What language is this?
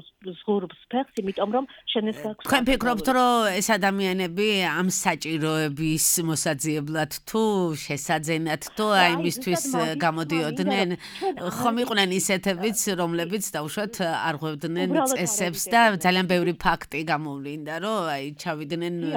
Georgian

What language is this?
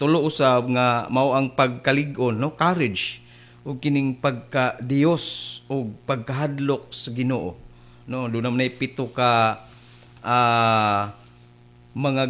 Cebuano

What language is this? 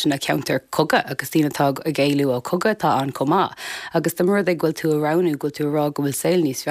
Irish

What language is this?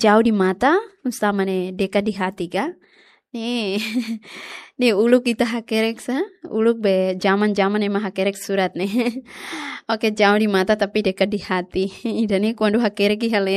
Tetum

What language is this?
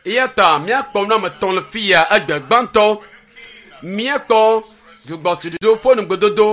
Ewe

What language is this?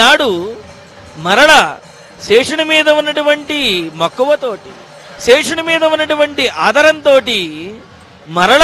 Telugu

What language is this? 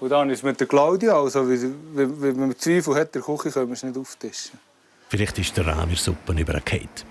Swiss German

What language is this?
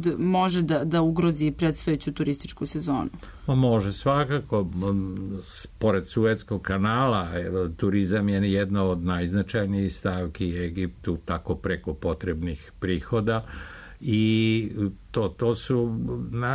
Serbian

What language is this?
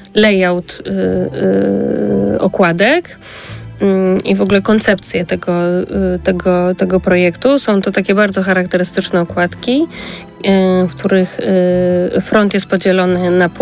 Polish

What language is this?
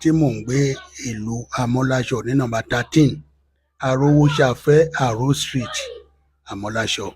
Yoruba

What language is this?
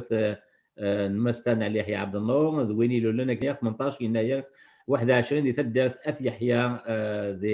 Kabyle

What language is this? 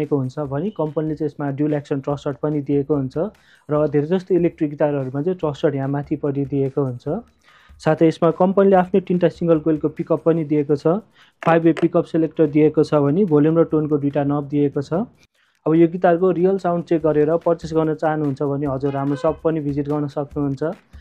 Nepali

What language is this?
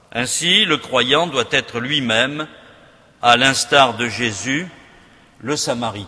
French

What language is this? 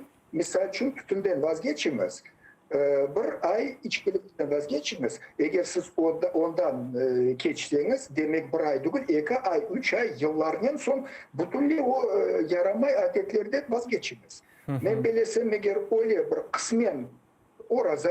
Crimean Tatar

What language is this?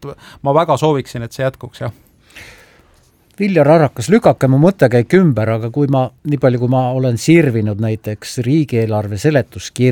Estonian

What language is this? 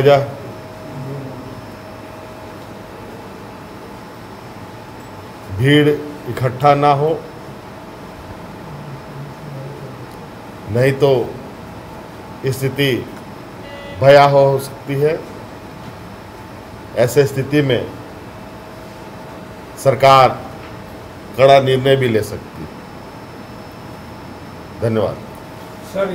Hindi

